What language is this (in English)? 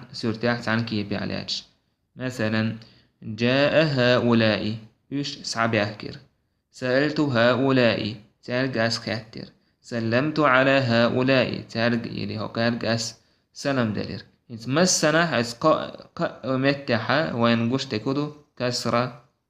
Chechen